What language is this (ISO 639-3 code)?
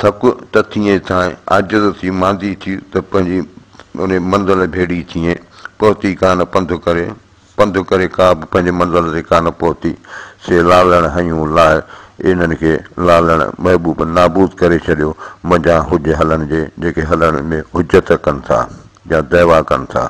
snd